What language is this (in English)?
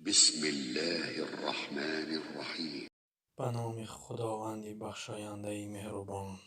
Tajik